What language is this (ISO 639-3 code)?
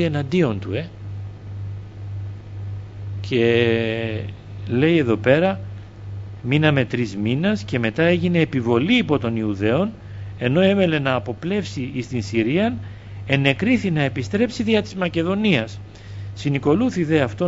ell